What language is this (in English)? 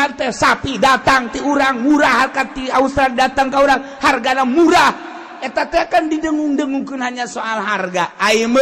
Sundanese